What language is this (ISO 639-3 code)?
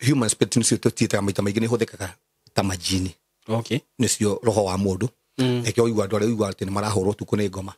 kik